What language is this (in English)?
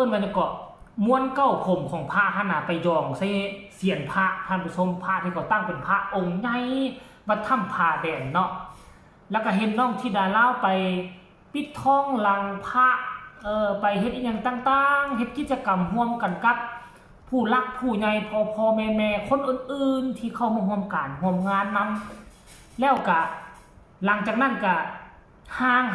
Northeastern Thai